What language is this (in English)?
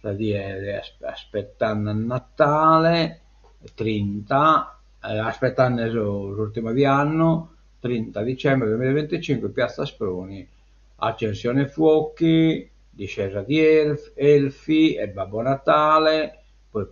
Sardinian